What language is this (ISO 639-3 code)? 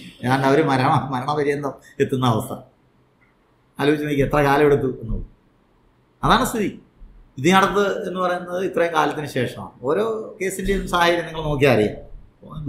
mal